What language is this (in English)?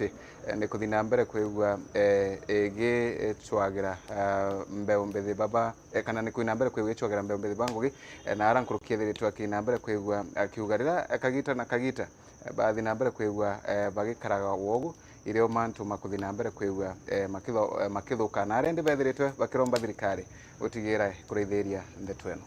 Meru